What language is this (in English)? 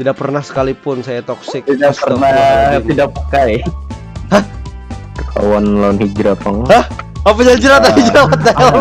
Banjar